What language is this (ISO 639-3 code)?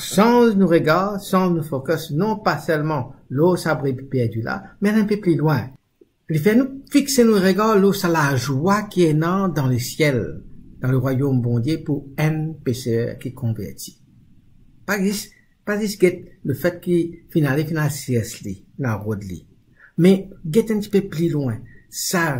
mfe